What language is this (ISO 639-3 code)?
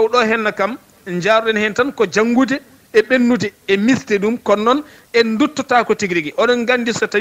ful